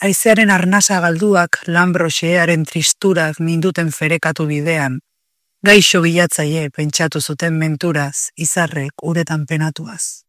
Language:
Basque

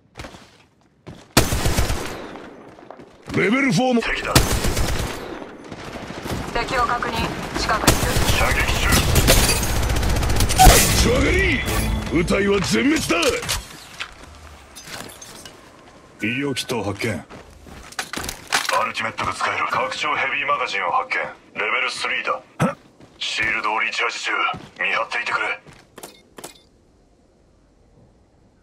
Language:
Japanese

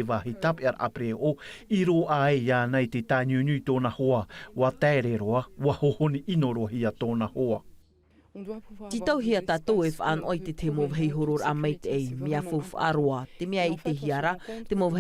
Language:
Tahitian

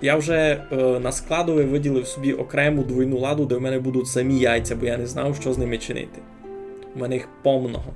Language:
Rusyn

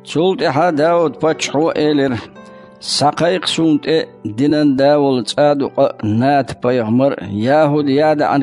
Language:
Chechen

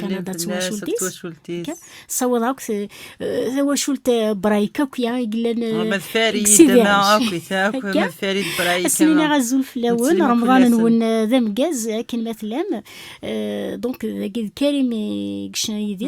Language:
Kabyle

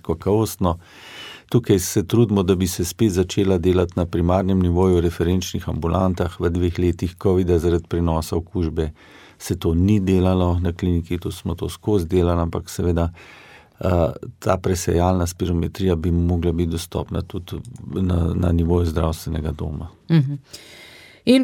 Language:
Slovenian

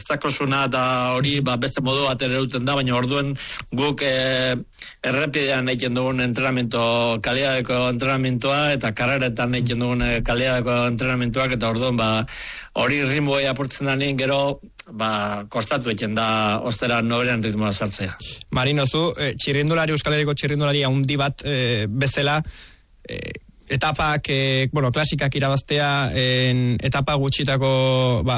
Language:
Basque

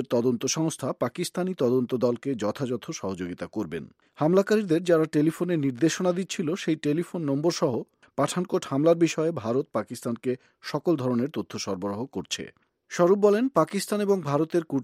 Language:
Bangla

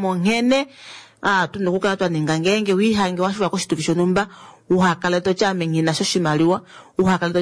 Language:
Kuanyama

